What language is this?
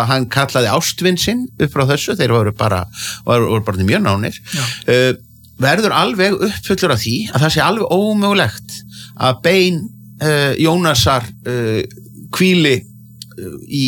Icelandic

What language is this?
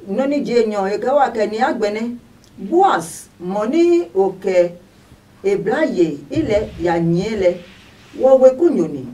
Adangme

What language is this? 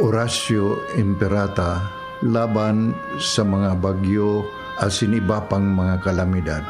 Bikol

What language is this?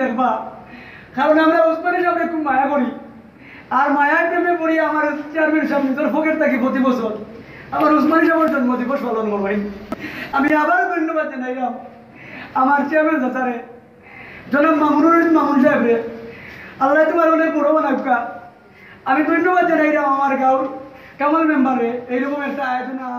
Sylheti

